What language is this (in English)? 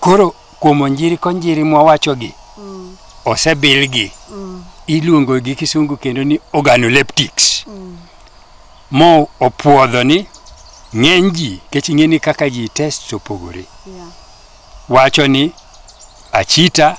Luo (Kenya and Tanzania)